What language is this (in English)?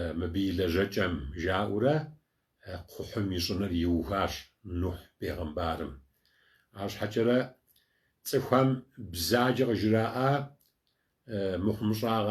Kabardian